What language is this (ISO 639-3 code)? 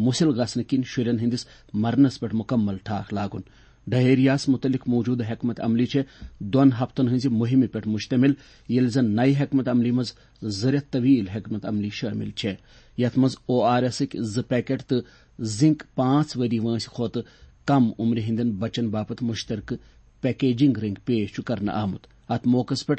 kas